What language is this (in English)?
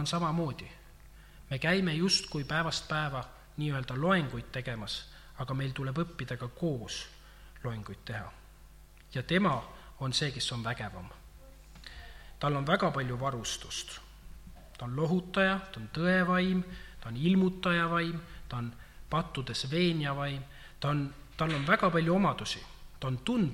Estonian